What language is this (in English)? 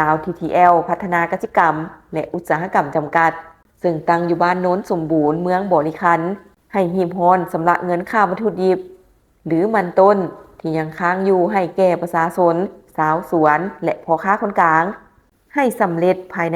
Lao